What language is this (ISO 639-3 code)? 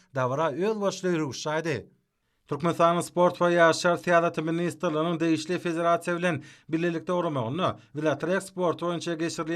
tuk